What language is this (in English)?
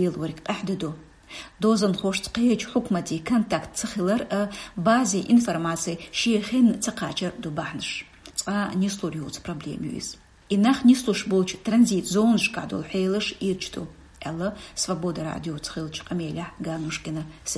Chechen